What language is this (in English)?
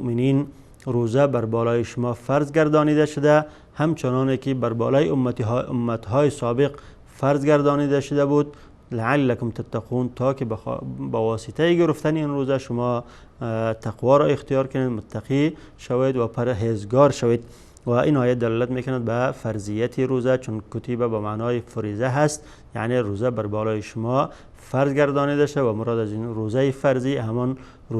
Tajik